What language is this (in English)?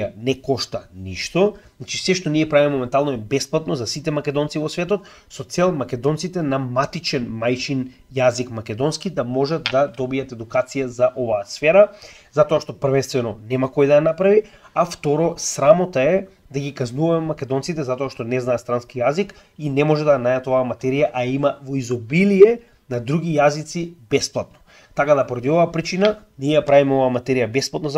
Macedonian